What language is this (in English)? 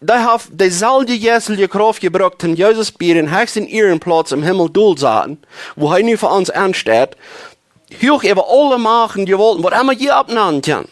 Plautdietsch